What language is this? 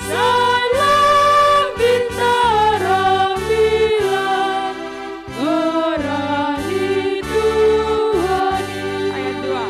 Batak Simalungun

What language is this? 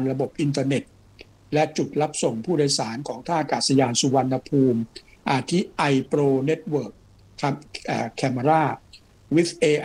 Thai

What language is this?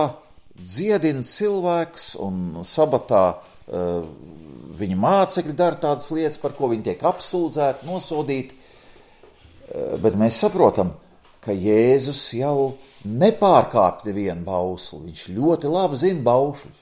Latvian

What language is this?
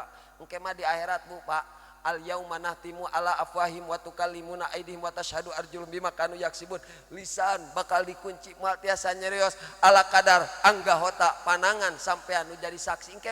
Sundanese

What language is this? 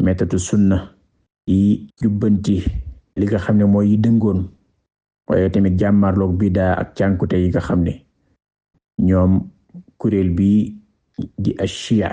Wolof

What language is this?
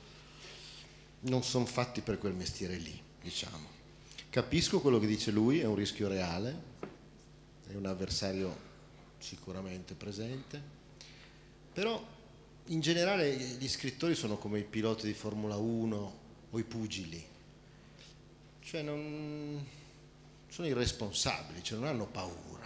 Italian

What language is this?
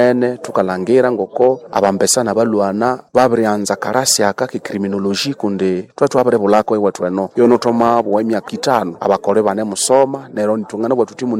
Nande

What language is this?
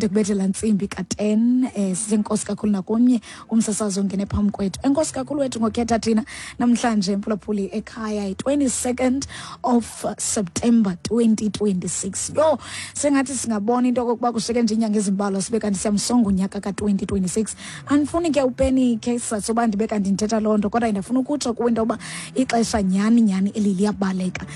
Xhosa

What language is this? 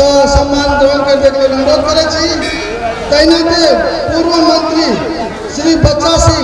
Maithili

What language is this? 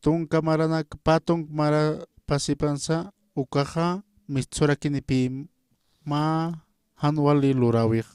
Aymara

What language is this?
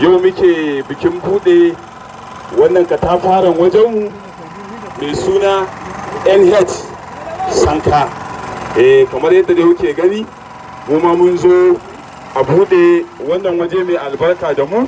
Hausa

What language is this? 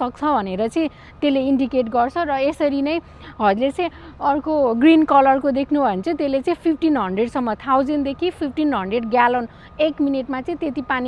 Nepali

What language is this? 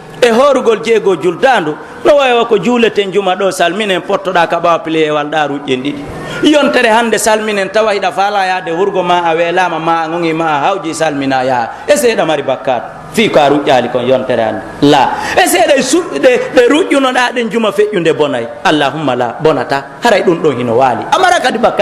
Pular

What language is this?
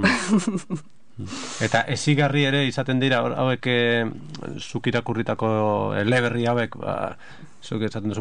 Basque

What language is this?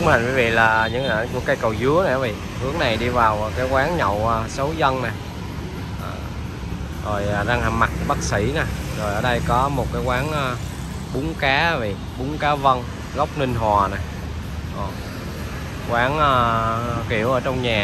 Vietnamese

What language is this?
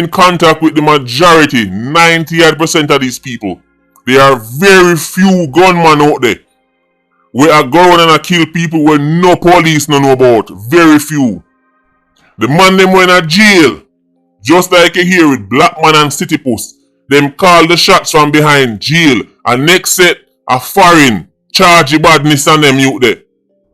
Jamaican Creole English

